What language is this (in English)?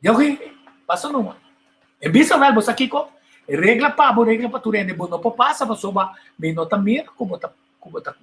Papiamento